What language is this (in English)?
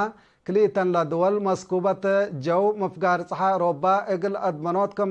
Tigre